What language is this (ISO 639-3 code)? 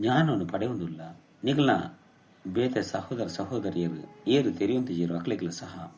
tcy